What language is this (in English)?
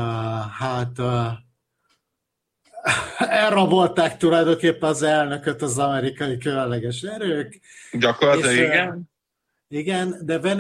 Hungarian